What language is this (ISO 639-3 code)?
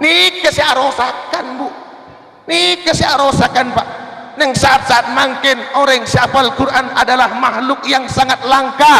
mad